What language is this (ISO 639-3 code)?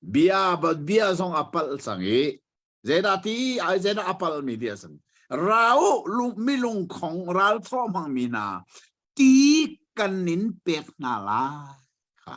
cnh